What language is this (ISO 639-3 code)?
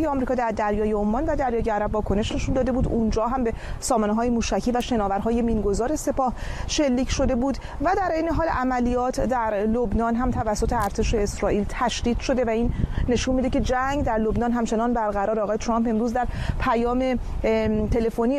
fas